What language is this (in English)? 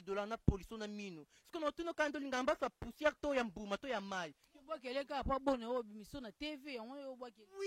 Lingala